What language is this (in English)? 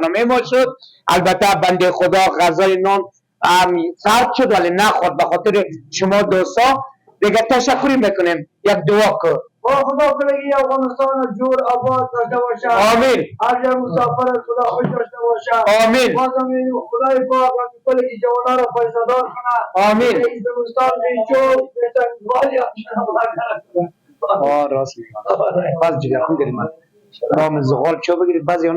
Persian